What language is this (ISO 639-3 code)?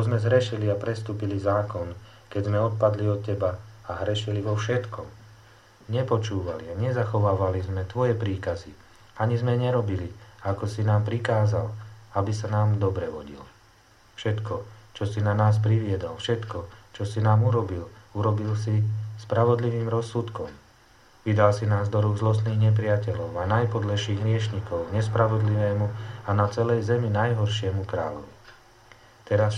slk